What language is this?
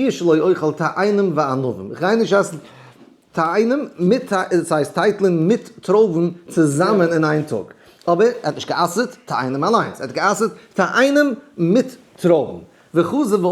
Yiddish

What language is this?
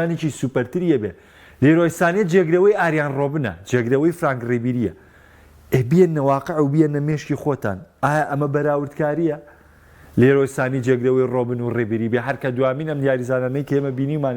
Central Kurdish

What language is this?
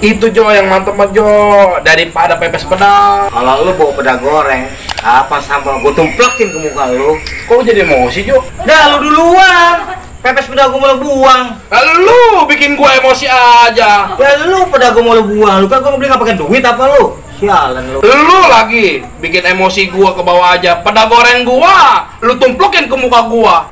Betawi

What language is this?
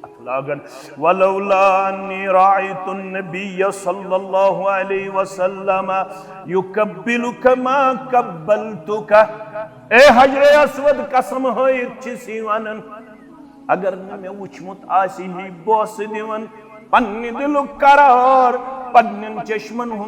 Kashmiri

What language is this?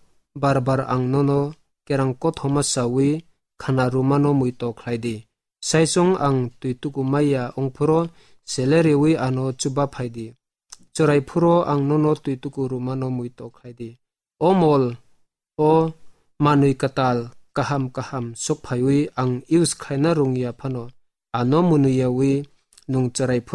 Kok Borok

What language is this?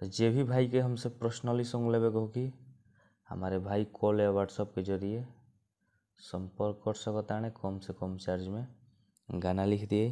Bhojpuri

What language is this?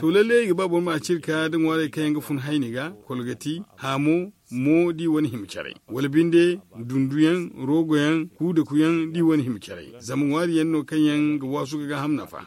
Zarma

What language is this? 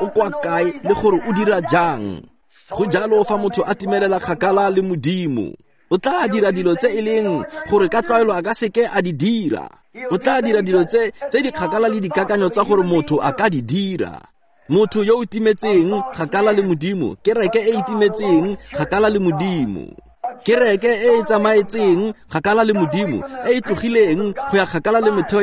Tswana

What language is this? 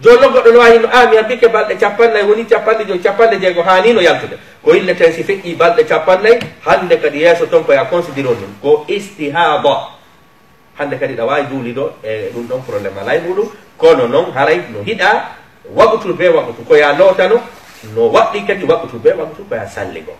Fula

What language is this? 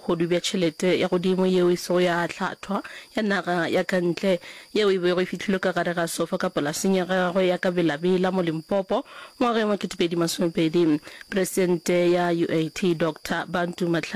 Northern Sotho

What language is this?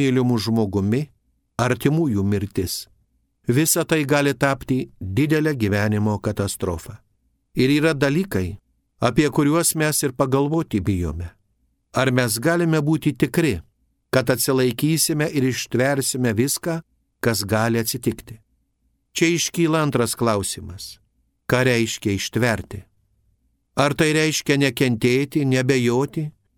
Lithuanian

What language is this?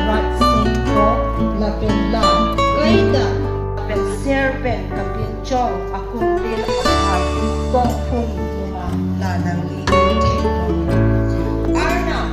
Karbi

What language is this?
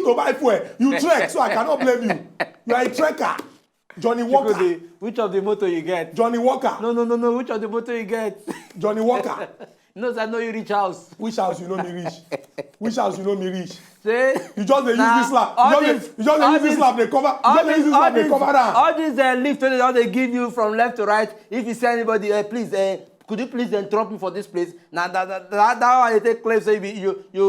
Nigerian Pidgin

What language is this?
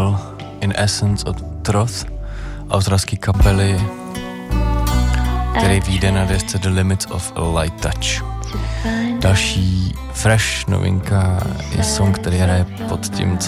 Czech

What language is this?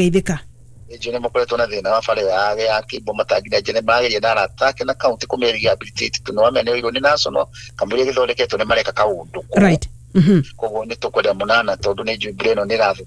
Kikuyu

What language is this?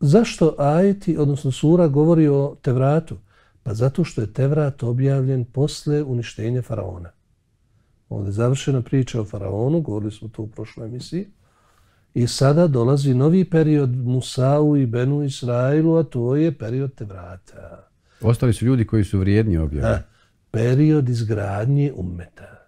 Bosnian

